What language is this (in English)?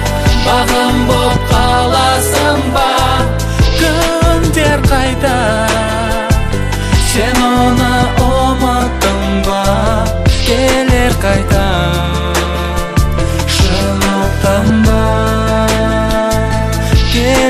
Kazakh